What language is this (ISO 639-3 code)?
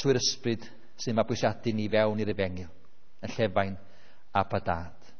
cym